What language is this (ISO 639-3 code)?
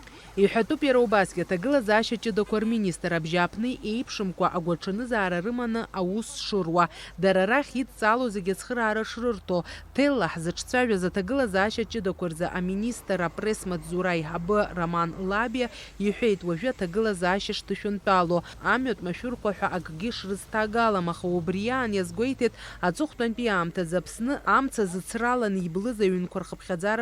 abk